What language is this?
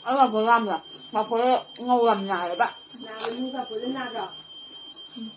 Manipuri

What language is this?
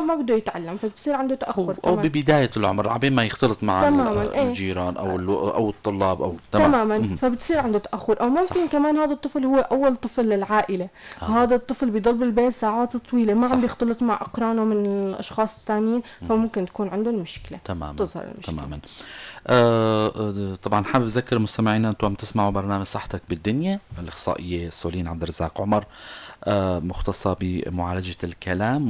North Levantine Arabic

